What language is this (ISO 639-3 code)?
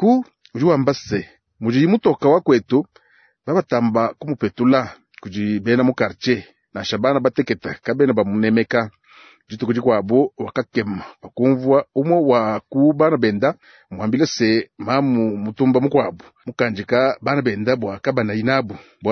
lua